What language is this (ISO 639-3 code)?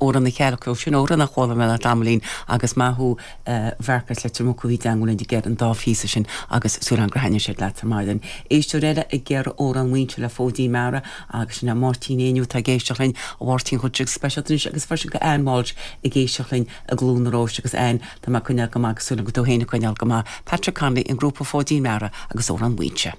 gle